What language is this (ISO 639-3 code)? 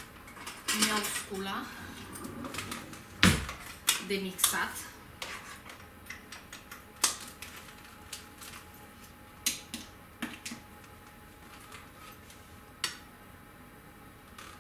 ron